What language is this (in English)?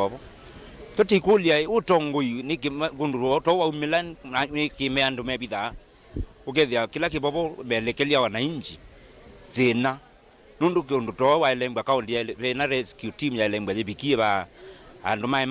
Kamba